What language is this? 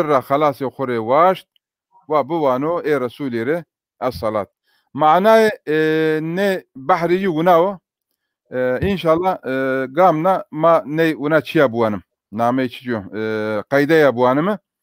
Zaza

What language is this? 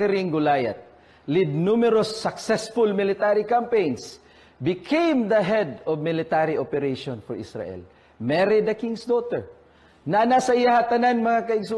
Cebuano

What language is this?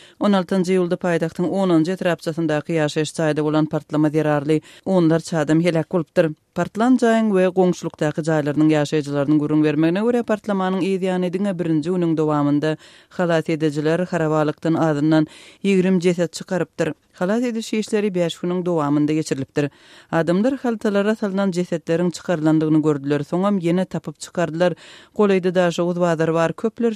Turkmen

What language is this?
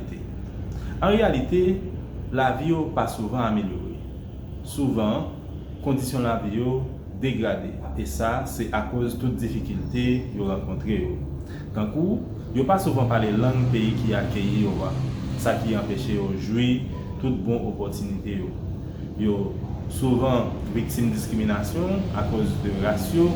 Haitian Creole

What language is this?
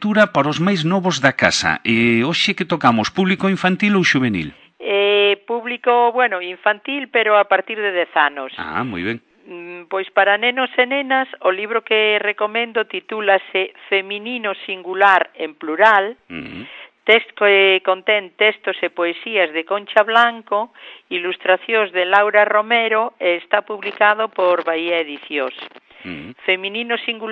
Galician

